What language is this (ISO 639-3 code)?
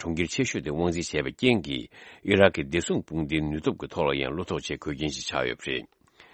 bod